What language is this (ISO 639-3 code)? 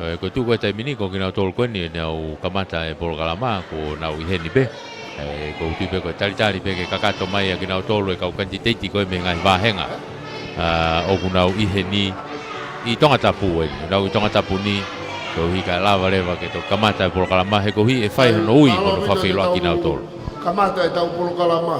ton